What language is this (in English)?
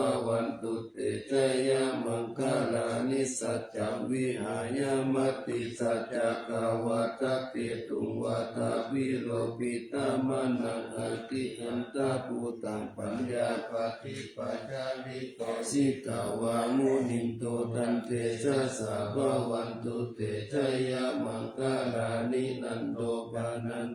Pali